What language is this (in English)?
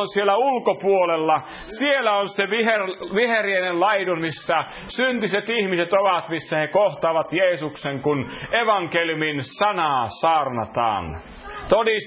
Finnish